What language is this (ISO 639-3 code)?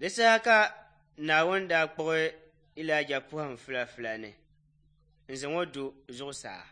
dag